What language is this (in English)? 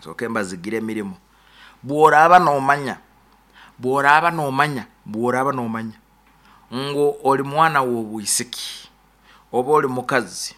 Nyoro